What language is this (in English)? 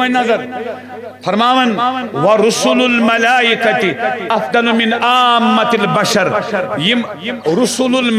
Kashmiri